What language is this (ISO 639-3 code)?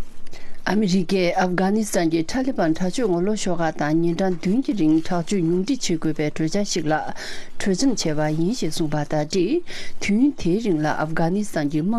bod